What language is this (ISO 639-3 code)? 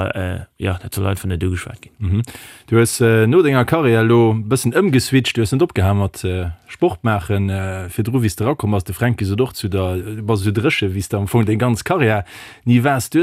ltz